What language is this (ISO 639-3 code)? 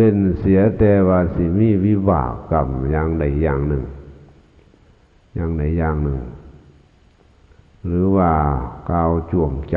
lao